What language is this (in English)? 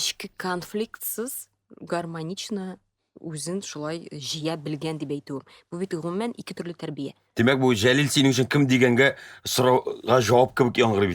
Tatar